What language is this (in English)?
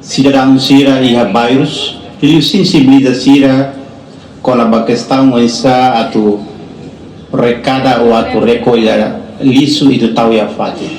Tetum